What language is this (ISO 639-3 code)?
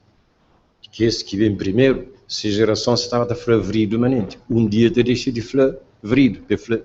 kea